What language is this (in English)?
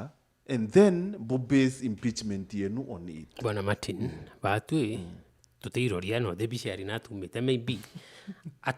Meru